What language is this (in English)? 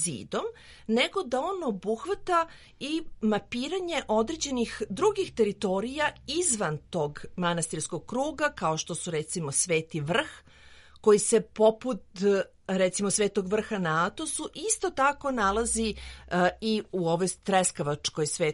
Serbian